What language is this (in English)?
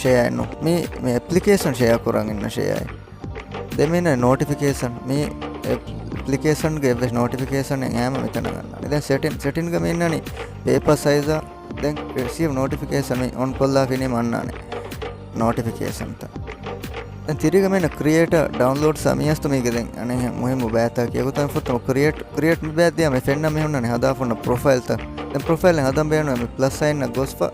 Divehi